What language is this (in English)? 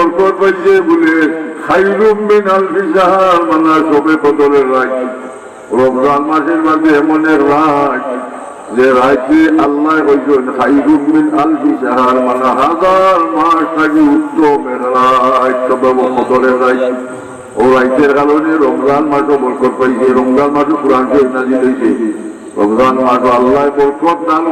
Sylheti